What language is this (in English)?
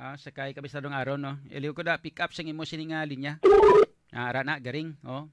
Hiligaynon